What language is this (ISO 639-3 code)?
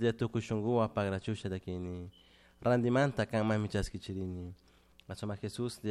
qug